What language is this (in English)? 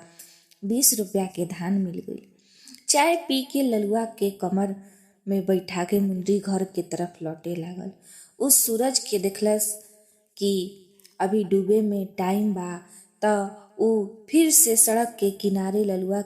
Bhojpuri